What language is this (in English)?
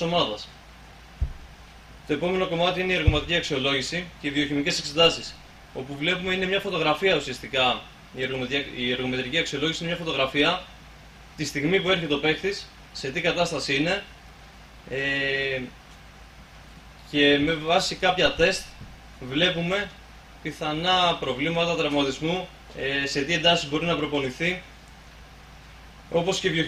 Greek